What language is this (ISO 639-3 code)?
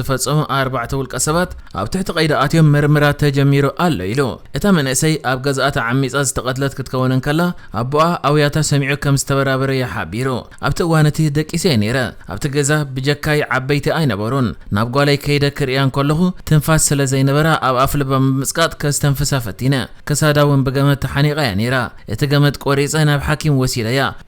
tir